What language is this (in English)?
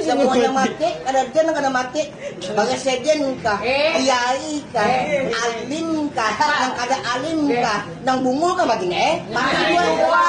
Banjar